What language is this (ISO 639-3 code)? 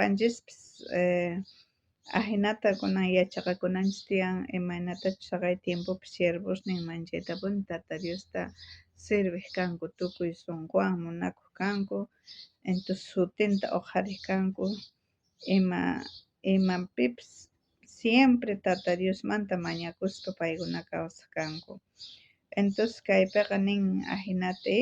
quh